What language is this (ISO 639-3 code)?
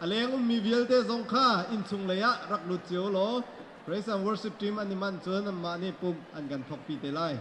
cnh